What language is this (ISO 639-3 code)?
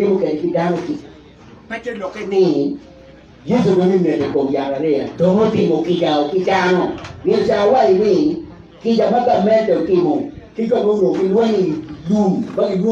ach